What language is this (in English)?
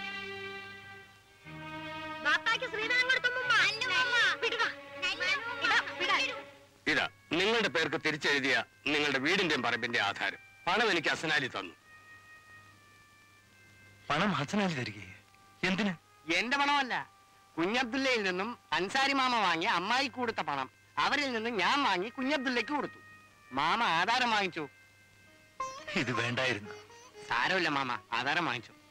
Malayalam